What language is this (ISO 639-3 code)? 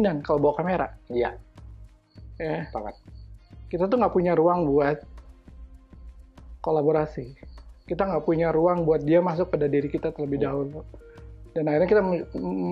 ind